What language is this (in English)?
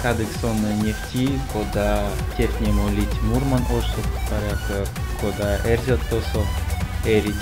Erzya